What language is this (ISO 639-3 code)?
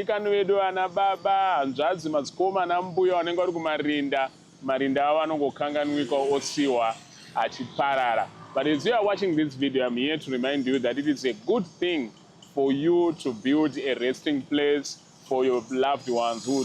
sna